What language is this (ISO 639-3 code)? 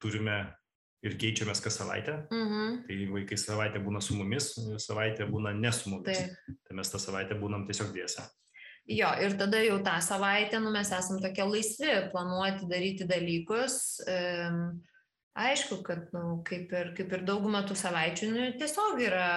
lit